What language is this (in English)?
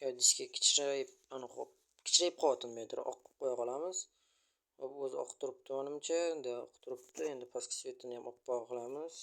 Uzbek